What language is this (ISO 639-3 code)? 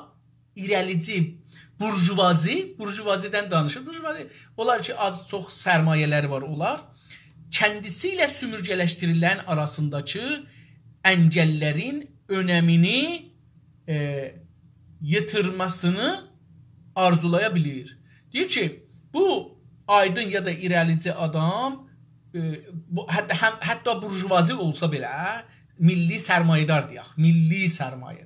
azb